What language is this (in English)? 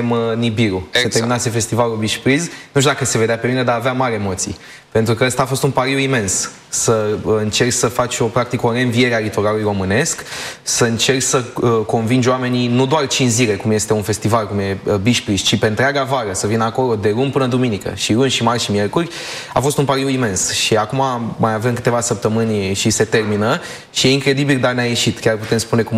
Romanian